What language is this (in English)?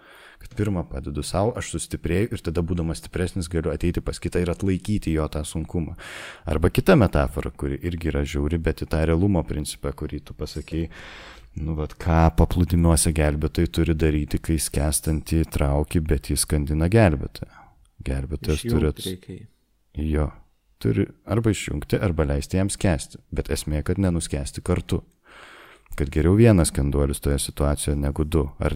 Lithuanian